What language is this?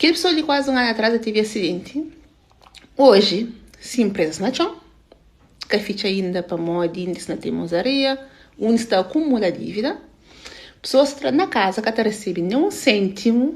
Kabuverdianu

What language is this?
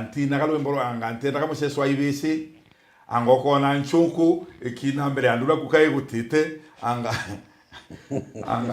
Meru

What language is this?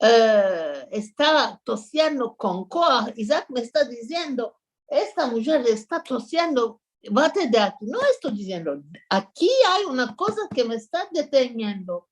Ladino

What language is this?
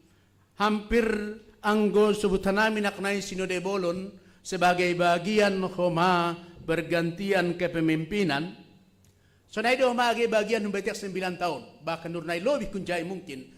Batak Simalungun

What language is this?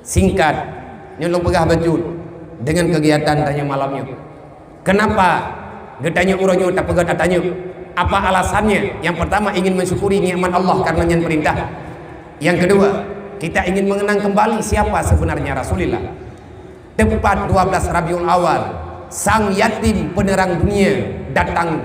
Achinese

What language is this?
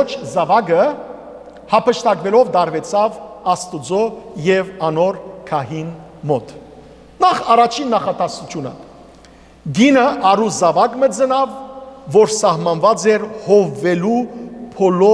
Western Armenian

